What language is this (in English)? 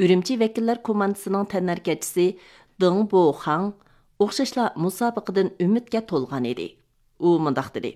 Uyghur